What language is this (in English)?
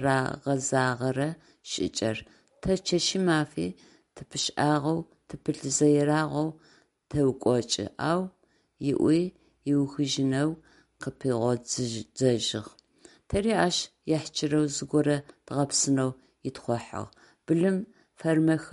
Adyghe